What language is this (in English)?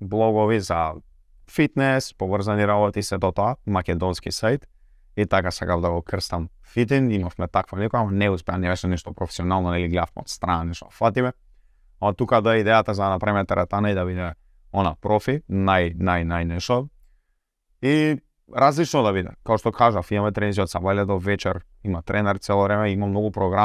Macedonian